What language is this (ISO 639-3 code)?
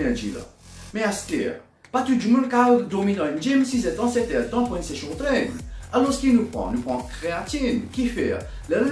mfe